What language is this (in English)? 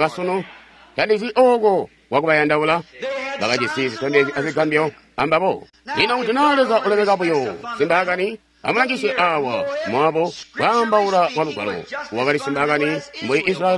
Tonga (Zambia)